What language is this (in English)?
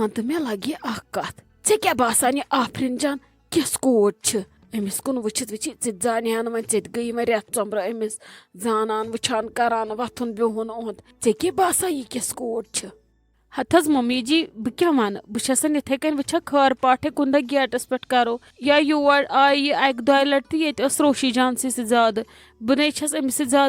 Kashmiri